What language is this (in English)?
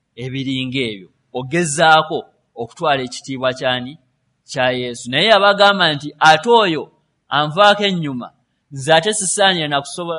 Ganda